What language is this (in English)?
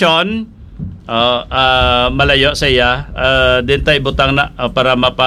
Hiligaynon